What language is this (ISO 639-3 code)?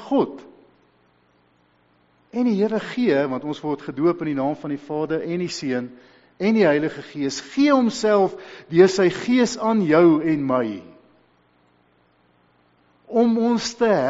afr